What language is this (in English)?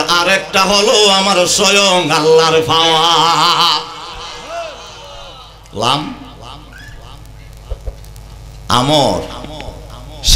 Bangla